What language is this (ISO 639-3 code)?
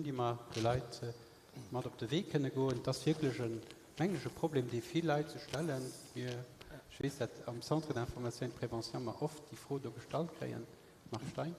ltz